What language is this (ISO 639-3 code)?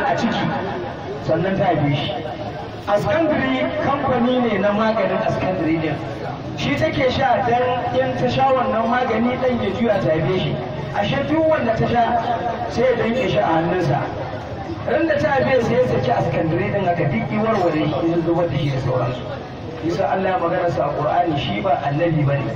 hau